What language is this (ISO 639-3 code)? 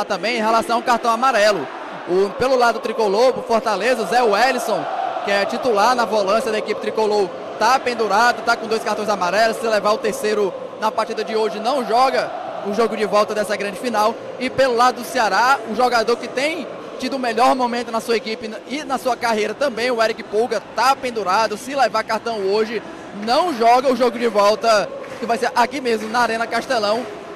por